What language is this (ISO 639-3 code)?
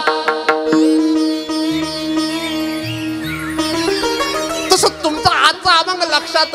mar